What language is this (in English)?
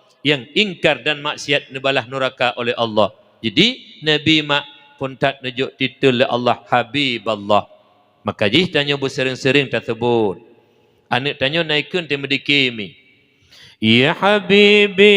Achinese